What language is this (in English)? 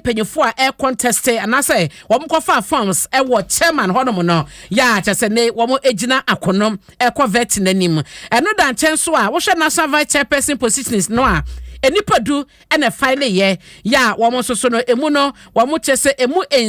Akan